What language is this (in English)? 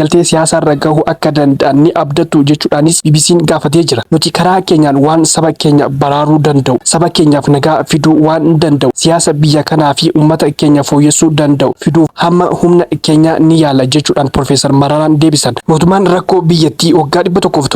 Oromo